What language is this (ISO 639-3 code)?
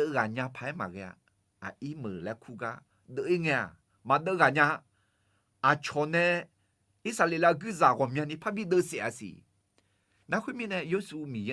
ahk